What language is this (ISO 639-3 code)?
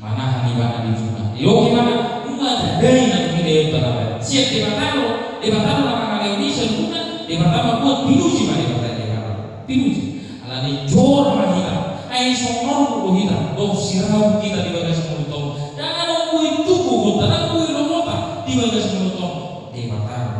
bbc